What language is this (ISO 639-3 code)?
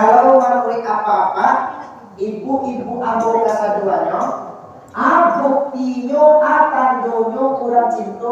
min